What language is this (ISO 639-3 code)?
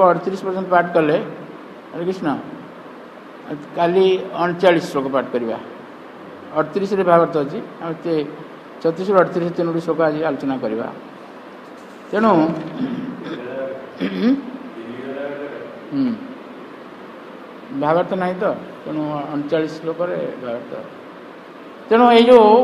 ori